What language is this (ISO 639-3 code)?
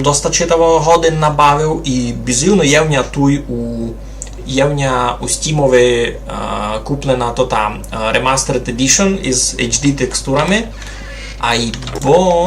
rue